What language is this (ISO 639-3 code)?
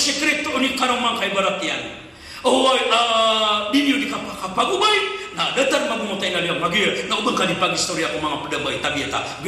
mrw